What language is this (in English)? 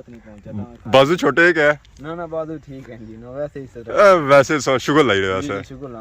Pahari-Potwari